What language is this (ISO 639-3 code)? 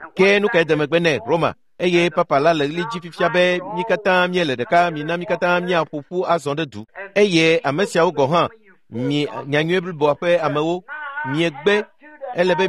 ewe